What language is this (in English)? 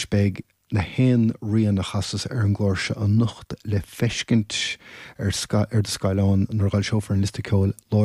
Irish